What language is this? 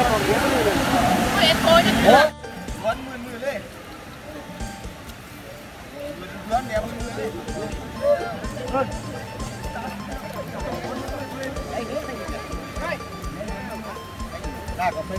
Thai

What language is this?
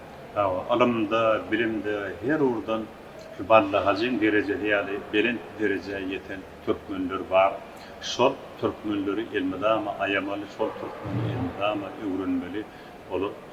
Turkmen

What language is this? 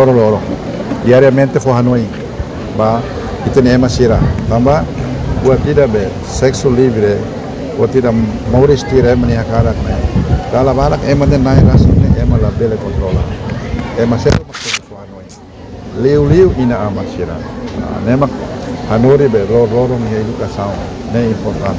Tetum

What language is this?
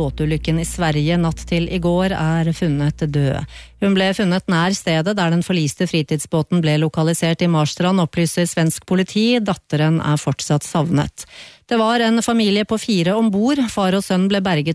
Norwegian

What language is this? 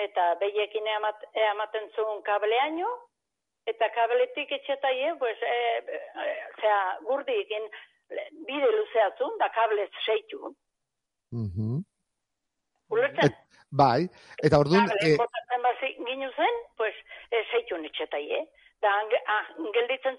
Basque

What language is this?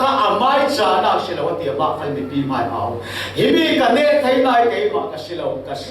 Falam Chin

